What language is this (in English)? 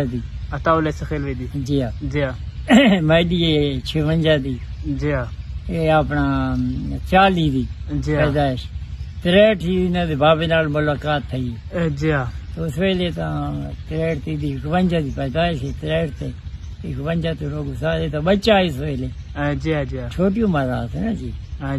Saraiki